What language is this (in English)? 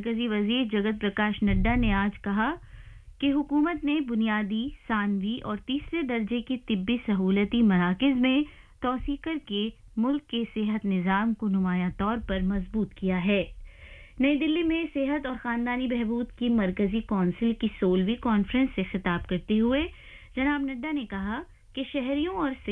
Urdu